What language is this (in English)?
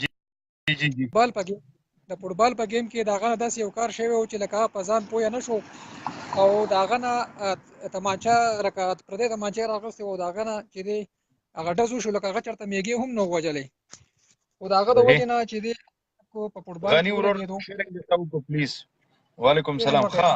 Pashto